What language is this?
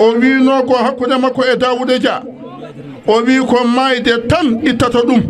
Fula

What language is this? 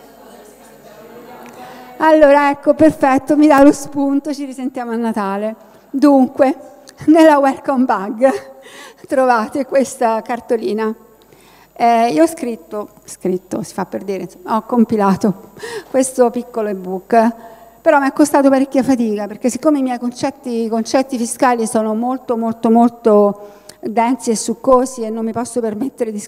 Italian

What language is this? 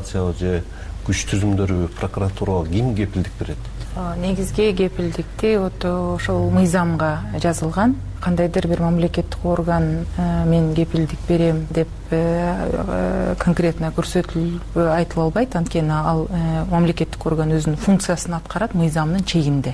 Kyrgyz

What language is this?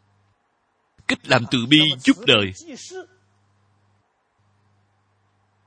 Vietnamese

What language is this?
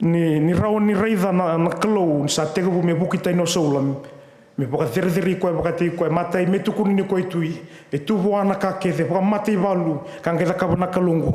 Fijian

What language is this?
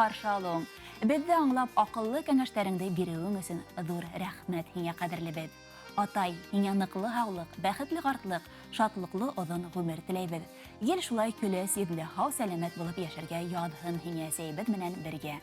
Bashkir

